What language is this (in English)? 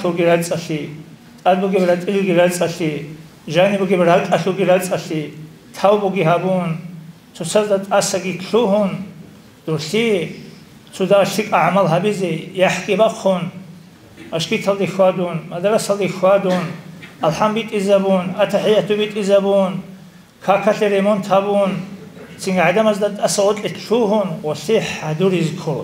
Avaric